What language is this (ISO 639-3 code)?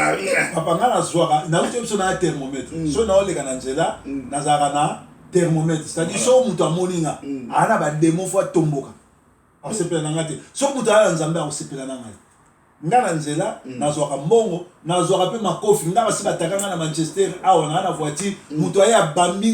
lin